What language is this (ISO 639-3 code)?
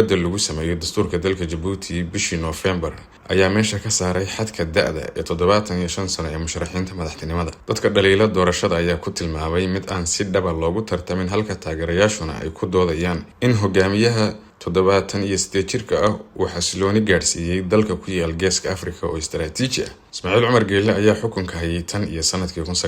som